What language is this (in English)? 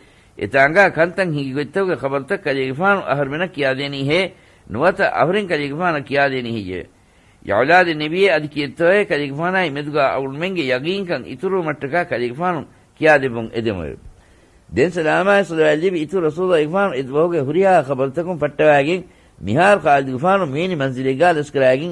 Divehi